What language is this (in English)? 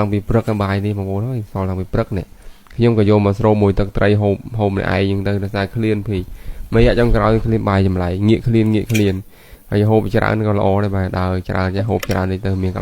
Khmer